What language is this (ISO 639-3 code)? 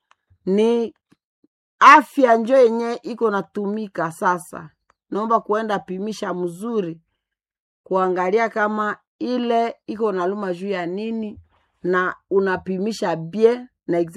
swa